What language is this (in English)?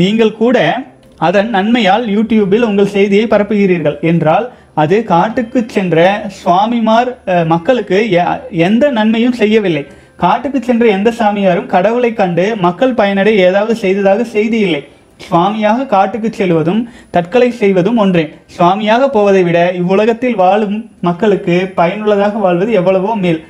Tamil